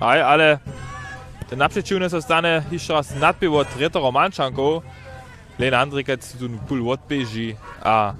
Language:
Upper Sorbian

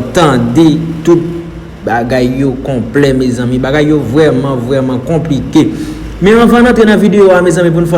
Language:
Haitian Creole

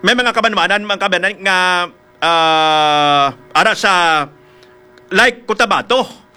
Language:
Hiligaynon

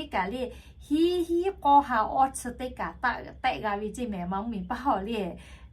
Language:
Lahu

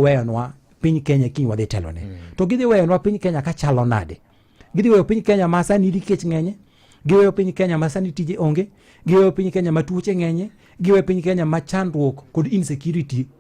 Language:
Luo (Kenya and Tanzania)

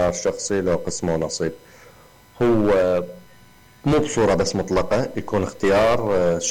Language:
Mesopotamian Arabic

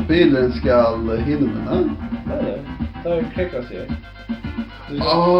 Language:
Faroese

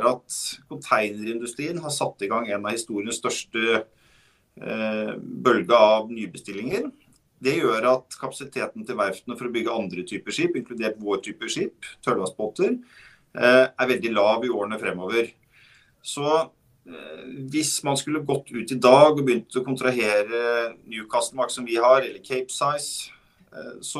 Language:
Norwegian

